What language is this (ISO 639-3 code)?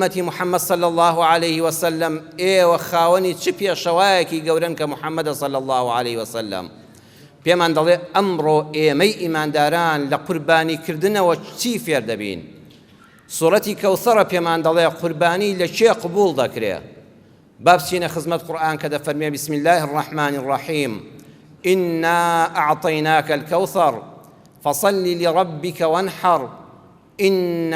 ckb